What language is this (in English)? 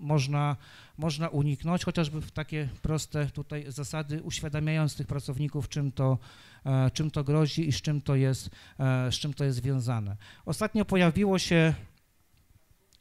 Polish